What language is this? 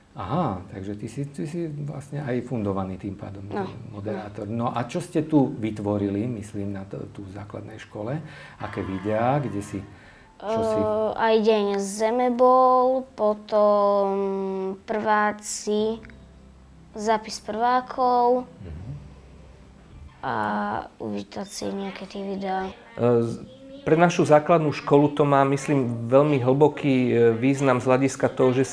Slovak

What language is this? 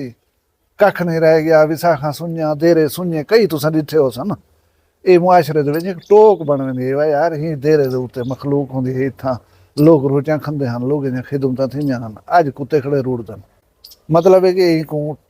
Saraiki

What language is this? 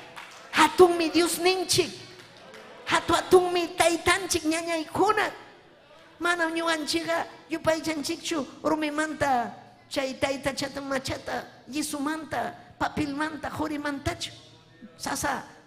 Ayacucho Quechua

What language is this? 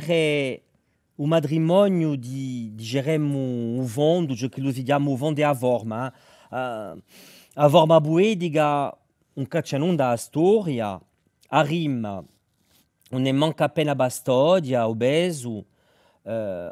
Corsican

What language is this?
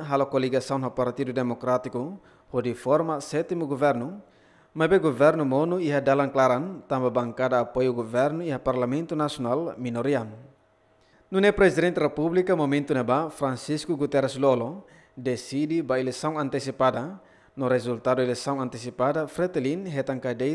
Tetum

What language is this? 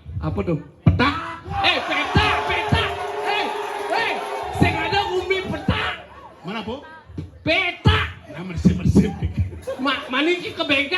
Balinese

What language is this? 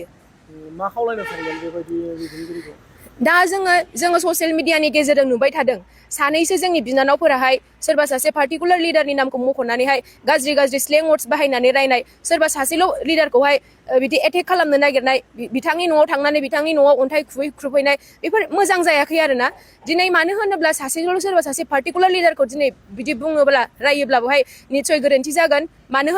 Bodo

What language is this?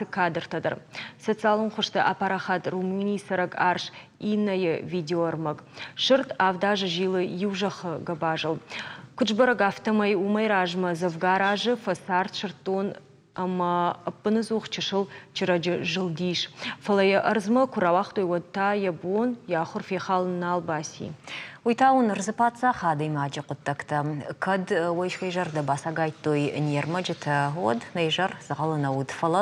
Ossetic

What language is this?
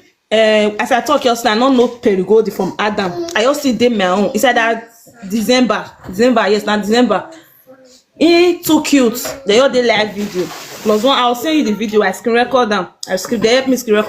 Nigerian Pidgin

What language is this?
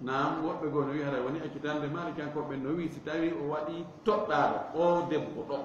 Fula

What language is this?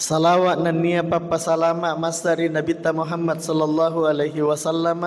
Buginese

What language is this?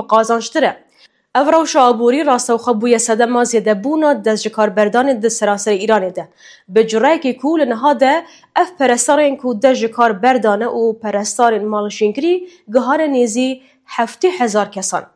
Kurdish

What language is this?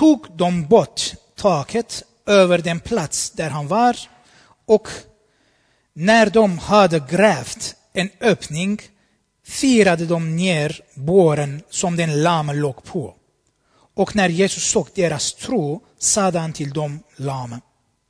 Swedish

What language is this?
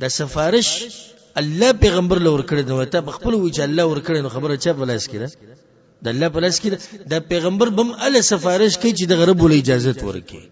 Pashto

